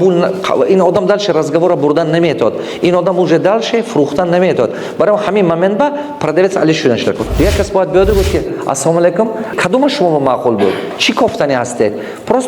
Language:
Tajik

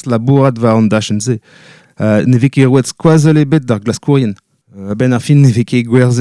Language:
Breton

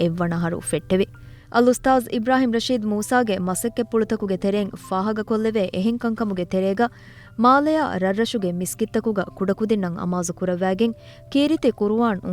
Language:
Divehi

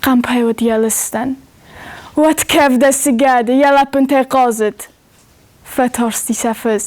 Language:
Ossetic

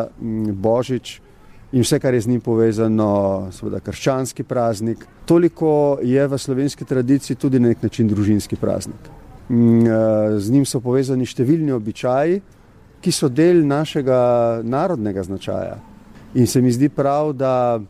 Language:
Slovenian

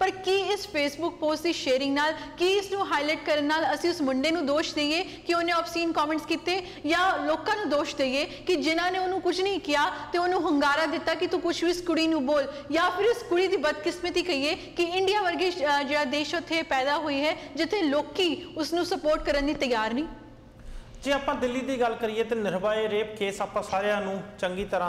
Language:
Punjabi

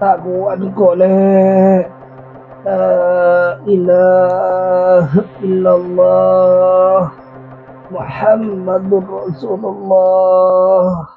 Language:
Madurese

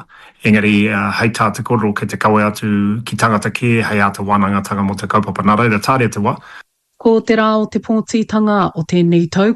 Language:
Māori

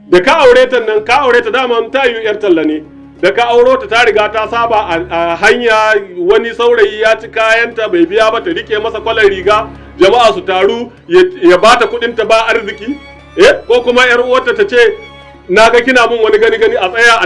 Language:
Hausa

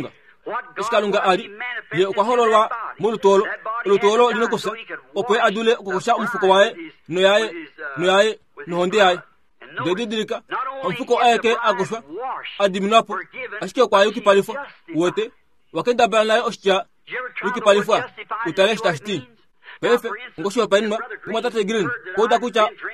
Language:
Kuanyama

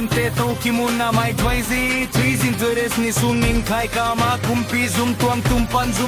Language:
Tedim Chin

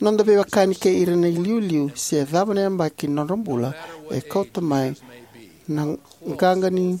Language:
Fijian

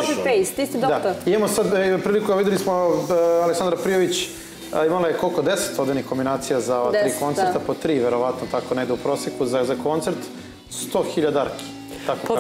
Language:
Serbian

